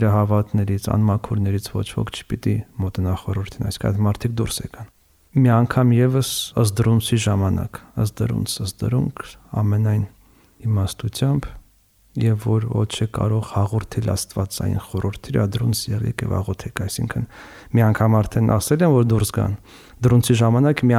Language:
Armenian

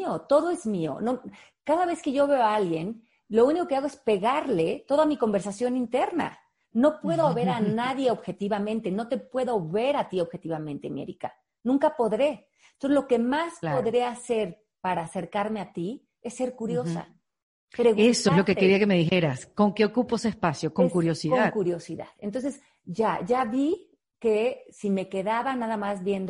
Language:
Spanish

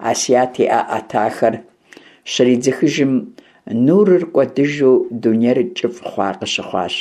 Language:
Kabardian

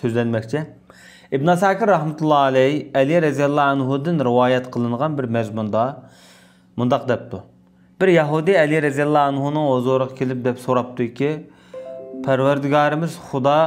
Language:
Uyghur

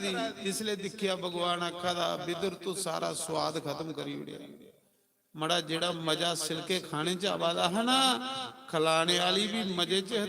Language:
Dogri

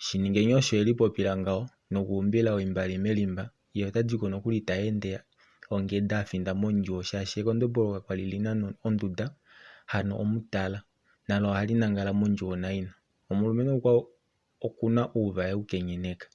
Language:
Kuanyama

